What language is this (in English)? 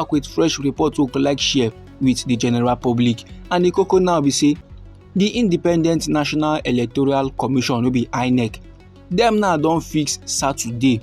Nigerian Pidgin